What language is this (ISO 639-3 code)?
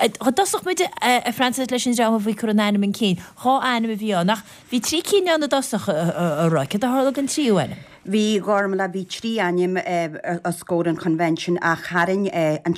gle